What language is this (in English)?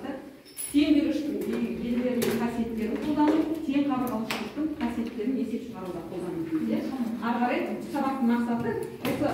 Kazakh